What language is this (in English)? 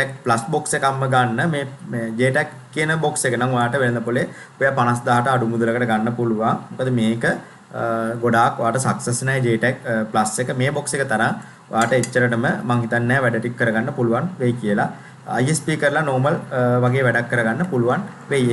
Sinhala